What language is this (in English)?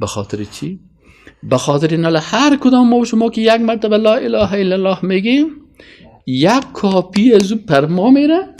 Persian